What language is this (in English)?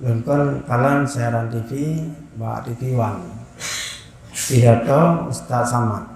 Achinese